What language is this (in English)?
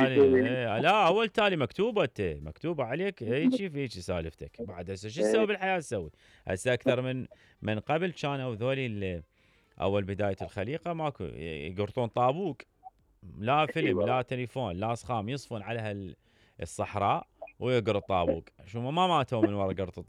Mesopotamian Arabic